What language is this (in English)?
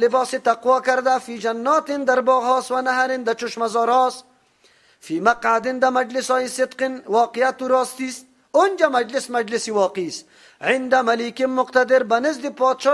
Persian